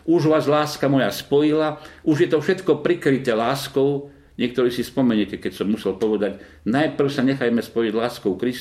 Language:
Slovak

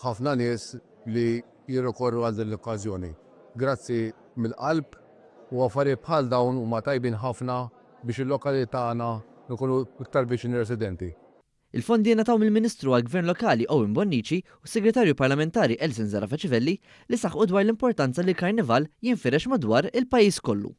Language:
Maltese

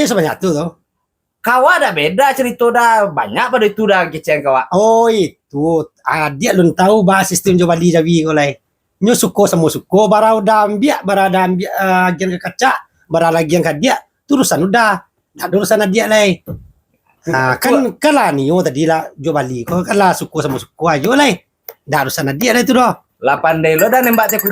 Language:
Minangkabau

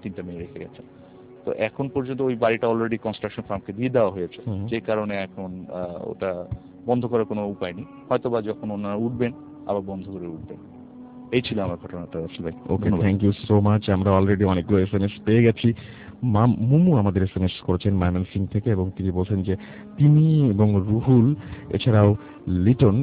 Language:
Bangla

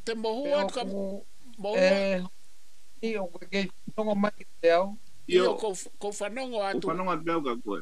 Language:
Tongan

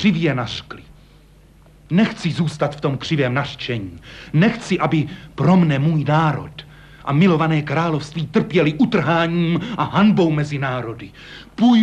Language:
Czech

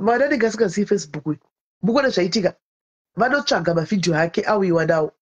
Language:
Shona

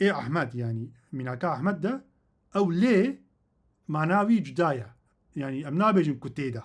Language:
Kurdish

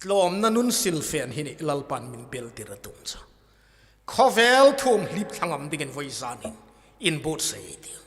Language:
Hmar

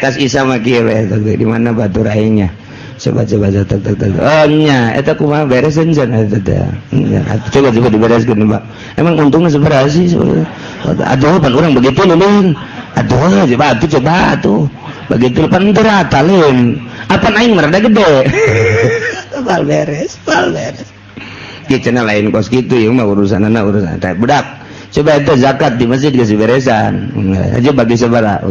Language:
Sundanese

